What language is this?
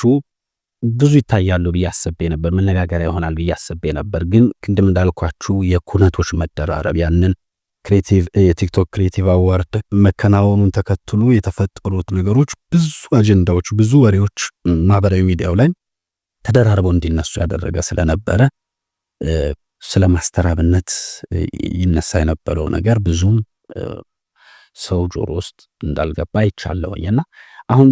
Amharic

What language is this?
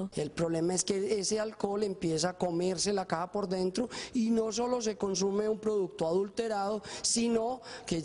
Spanish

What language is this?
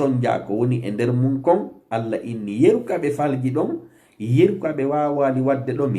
Fula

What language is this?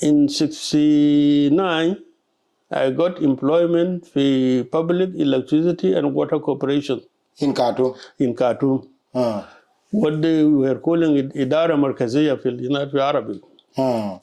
Dinka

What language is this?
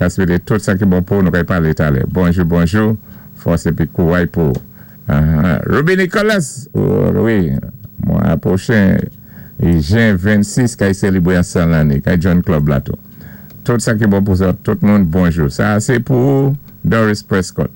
Saint Lucian Creole French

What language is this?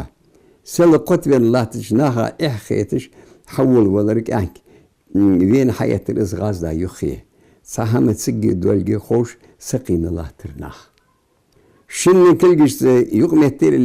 Ingush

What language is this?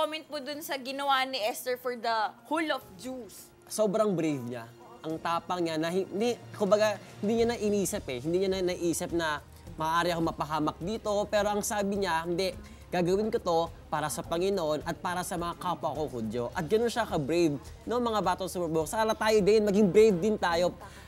Filipino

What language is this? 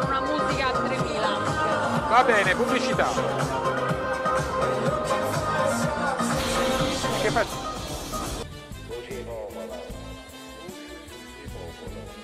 Italian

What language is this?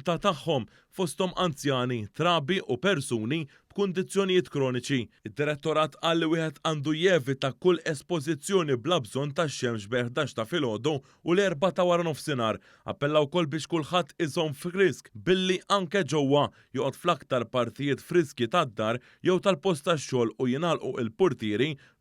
Maltese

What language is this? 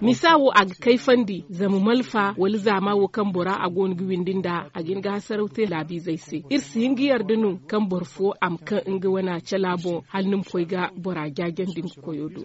Zarma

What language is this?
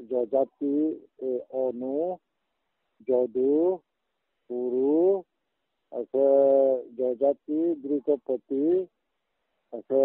Riang (India)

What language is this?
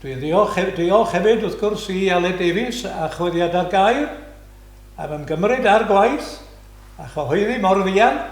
Welsh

